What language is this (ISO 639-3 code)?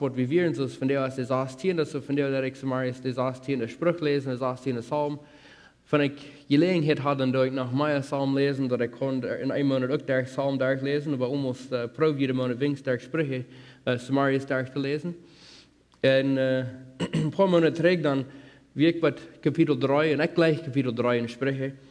pdt